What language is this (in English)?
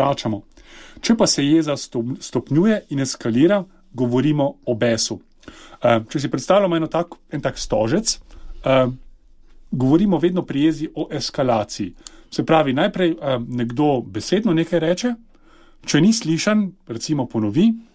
Slovenian